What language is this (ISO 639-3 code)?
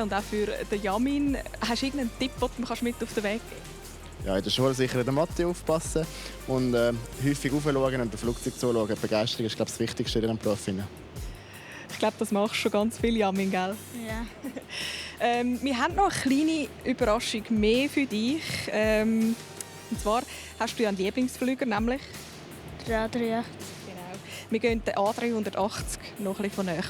gsw